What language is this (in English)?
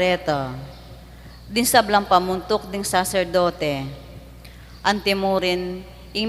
Pampanga